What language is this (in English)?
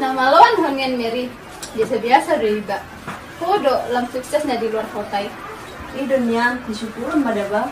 Batak Toba